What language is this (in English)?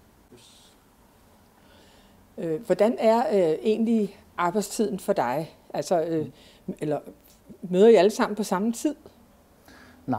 Danish